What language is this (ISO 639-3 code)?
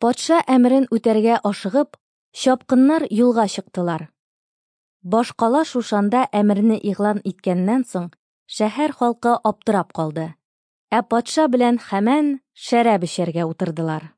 tat